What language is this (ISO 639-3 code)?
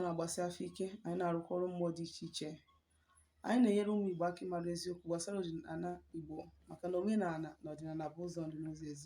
ibo